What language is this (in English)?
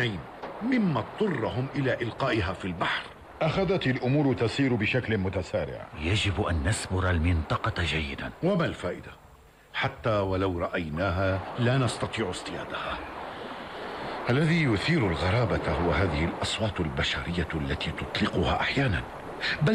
Arabic